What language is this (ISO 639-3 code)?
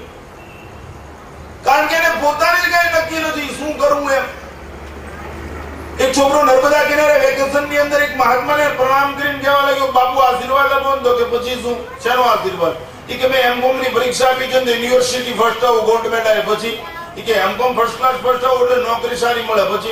guj